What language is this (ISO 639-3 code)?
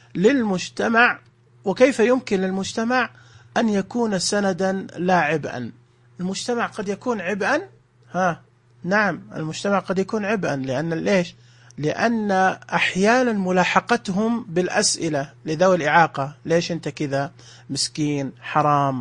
ars